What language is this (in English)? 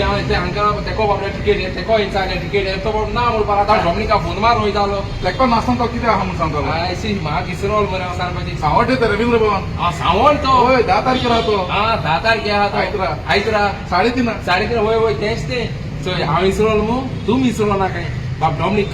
Konkani